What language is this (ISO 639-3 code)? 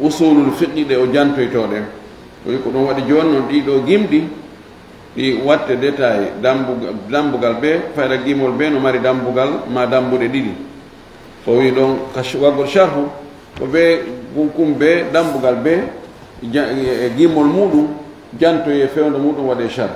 ful